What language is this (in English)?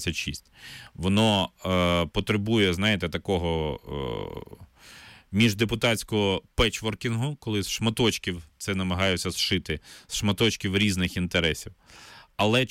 Ukrainian